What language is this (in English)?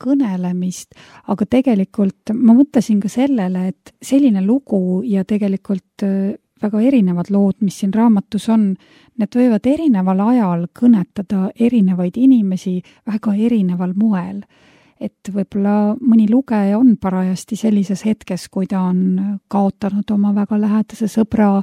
Estonian